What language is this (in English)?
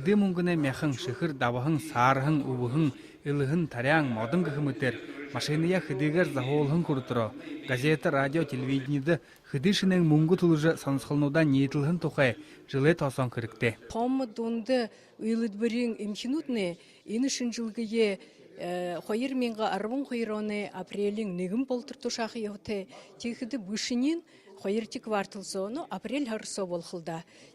Buriat